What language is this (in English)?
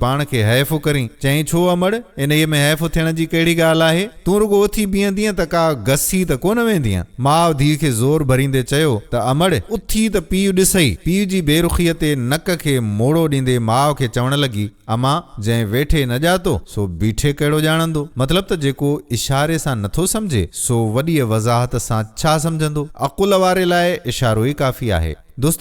Sindhi